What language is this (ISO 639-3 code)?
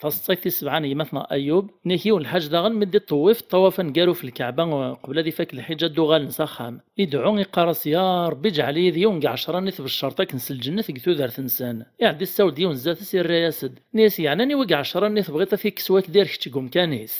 kab